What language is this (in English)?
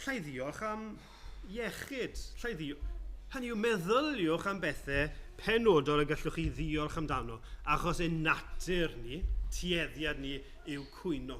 Welsh